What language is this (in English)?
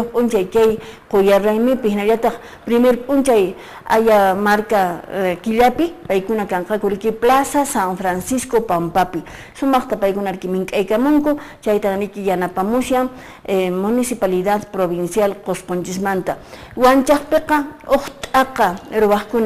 Quechua